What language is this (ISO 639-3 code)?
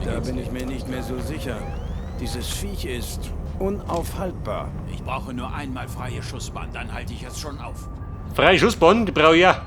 bar